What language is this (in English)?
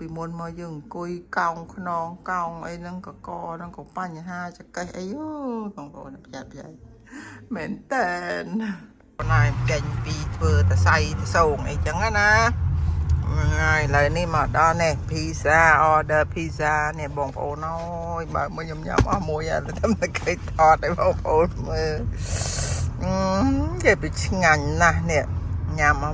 Khmer